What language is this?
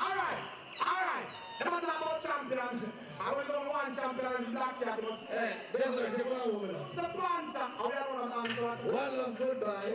Jamaican Creole English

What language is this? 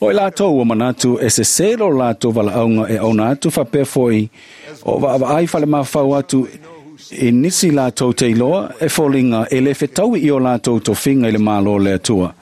Samoan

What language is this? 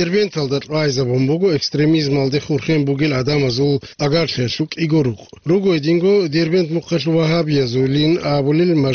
Avaric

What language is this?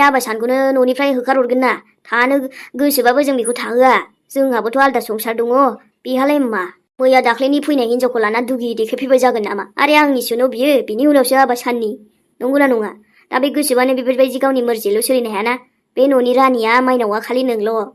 Bodo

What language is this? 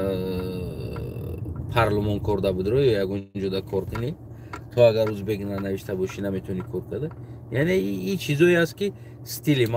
Tajik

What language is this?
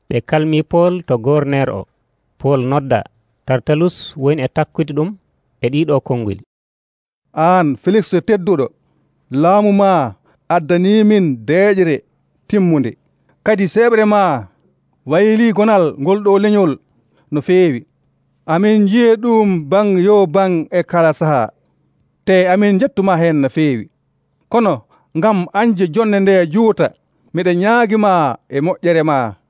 Nigerian Fulfulde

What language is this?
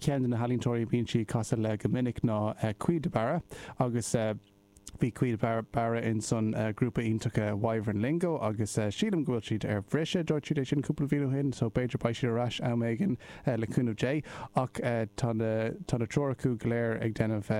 Irish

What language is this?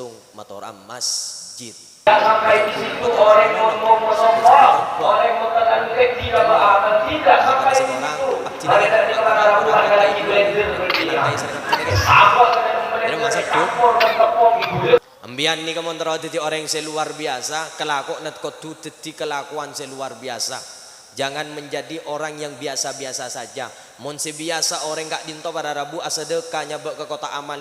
Madurese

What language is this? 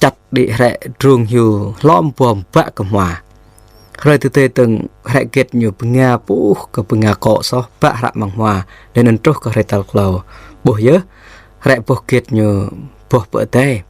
Jarai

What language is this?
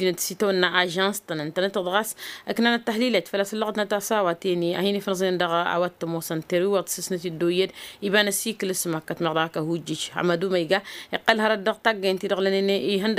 Tamasheq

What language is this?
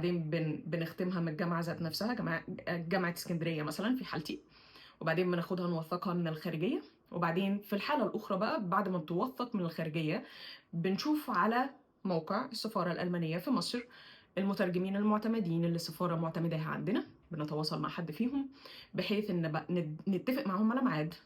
Egyptian Arabic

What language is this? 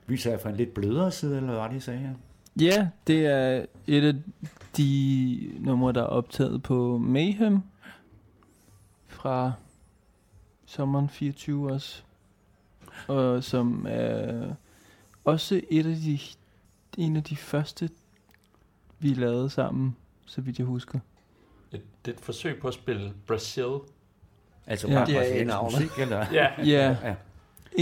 Danish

